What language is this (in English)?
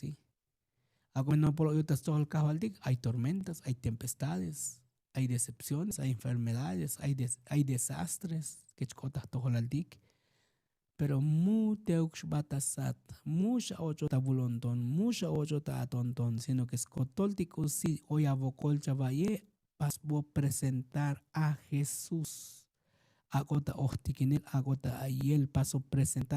Tzotzil